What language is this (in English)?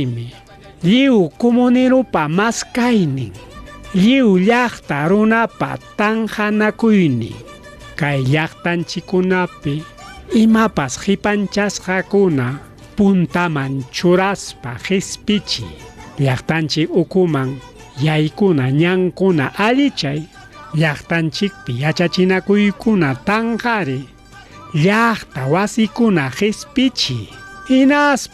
Ayacucho Quechua